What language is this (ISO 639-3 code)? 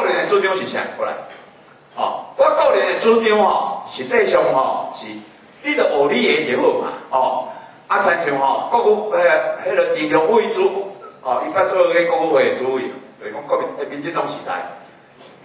nan